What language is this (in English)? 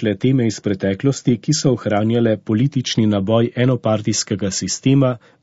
Slovenian